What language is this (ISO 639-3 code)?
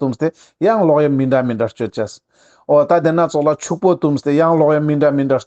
lbj